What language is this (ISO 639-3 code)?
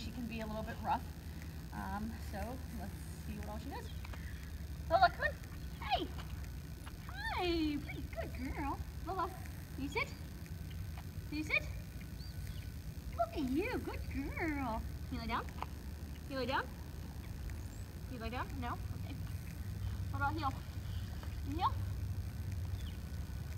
eng